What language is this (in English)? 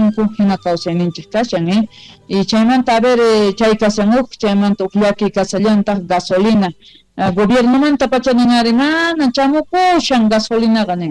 South Bolivian Quechua